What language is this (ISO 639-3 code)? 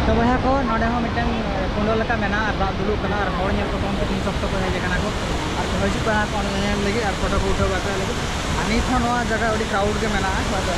sat